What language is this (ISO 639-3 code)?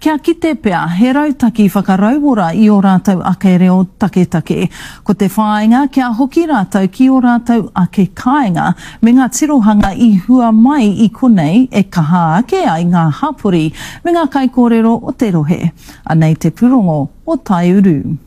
mri